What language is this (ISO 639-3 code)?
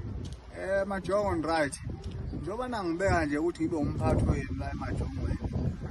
zul